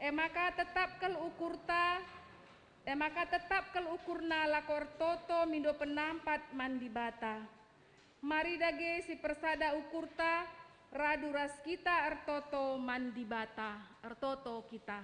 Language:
Batak Karo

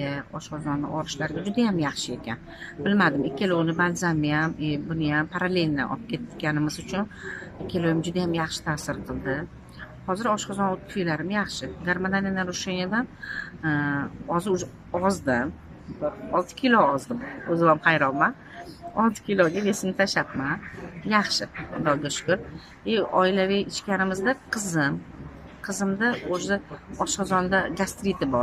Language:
Uzbek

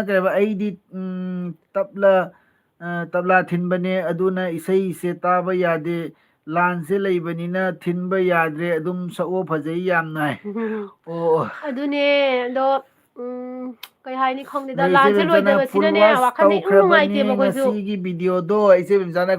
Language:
Manipuri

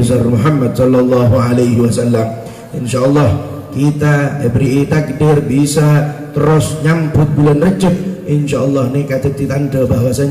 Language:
Madurese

